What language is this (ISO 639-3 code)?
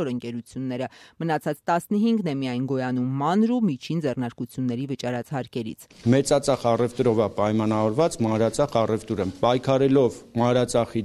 hye